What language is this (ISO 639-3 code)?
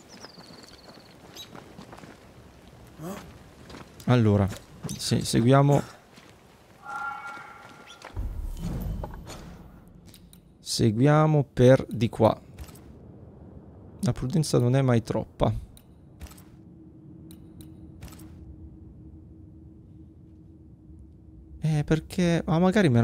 ita